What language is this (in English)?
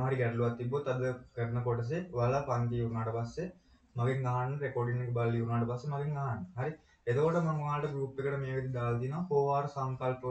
Sinhala